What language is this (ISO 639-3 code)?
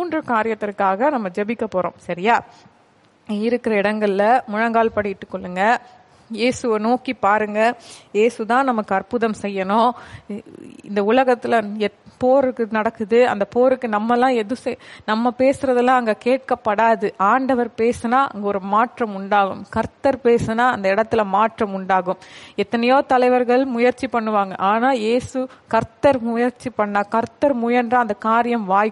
tam